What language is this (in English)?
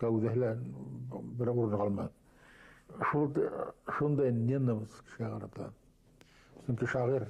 Bashkir